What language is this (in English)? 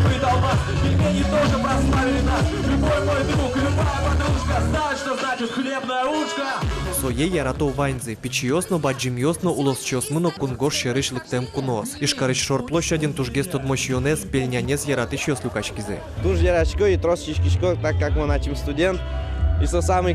Udmurt